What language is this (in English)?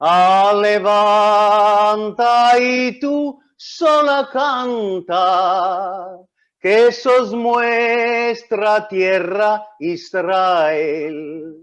Ladino